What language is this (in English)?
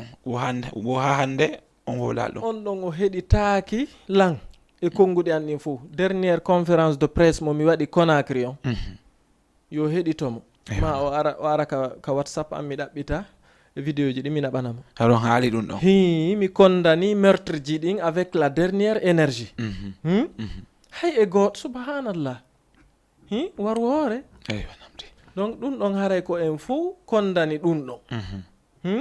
Fula